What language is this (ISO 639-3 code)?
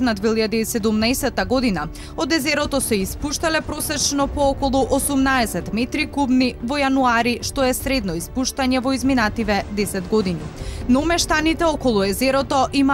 mkd